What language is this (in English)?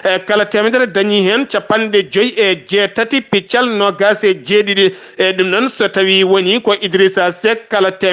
Fula